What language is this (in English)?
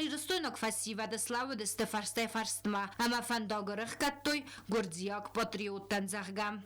Ossetic